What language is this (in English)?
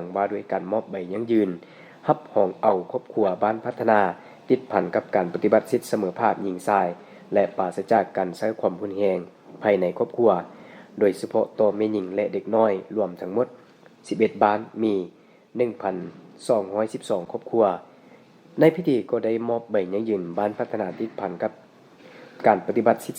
Lao